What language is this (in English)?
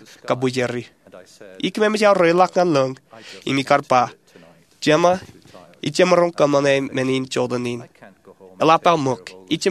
Marshallese